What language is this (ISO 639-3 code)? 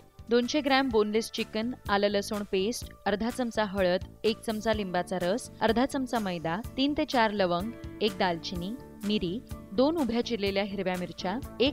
mar